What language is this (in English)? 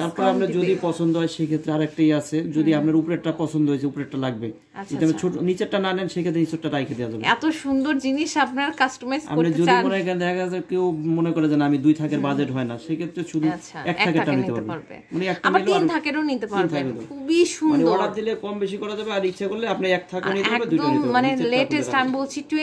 Bangla